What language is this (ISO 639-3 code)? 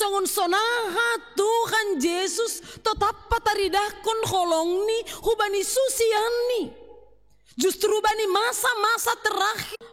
bts